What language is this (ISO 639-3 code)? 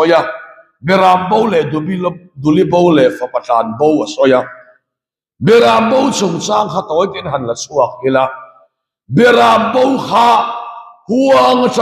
lus